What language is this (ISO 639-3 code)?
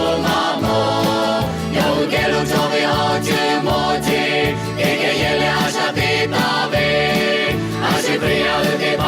lhu